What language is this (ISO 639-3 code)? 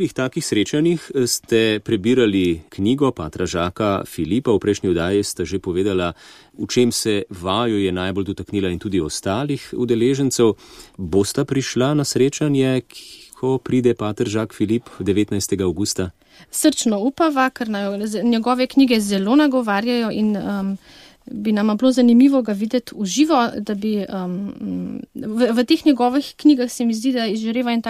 slv